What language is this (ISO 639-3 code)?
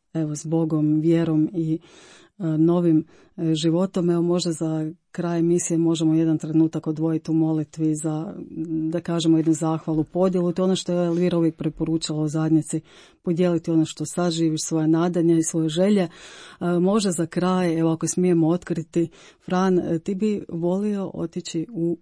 hrv